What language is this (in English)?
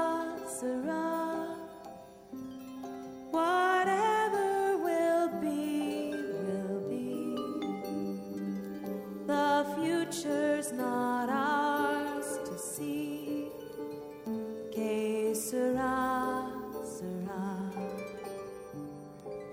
Estonian